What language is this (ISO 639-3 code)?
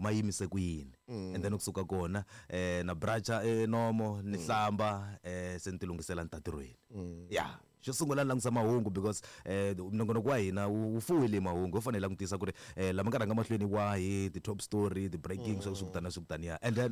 tso